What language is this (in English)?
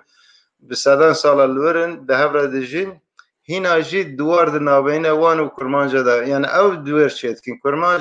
Kurdish